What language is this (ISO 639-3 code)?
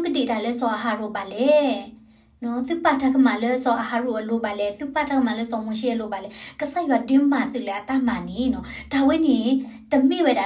ksw